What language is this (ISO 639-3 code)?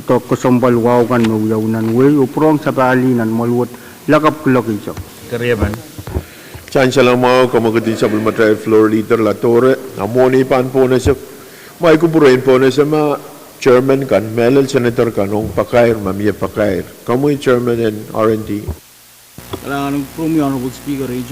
pon